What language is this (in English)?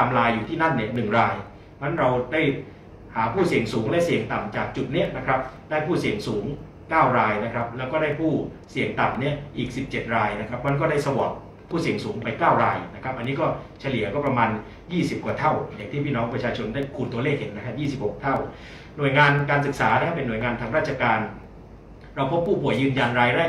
Thai